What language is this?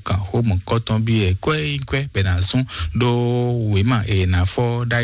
Fon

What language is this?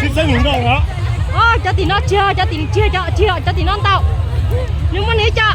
Hmong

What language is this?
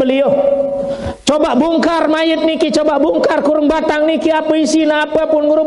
Sasak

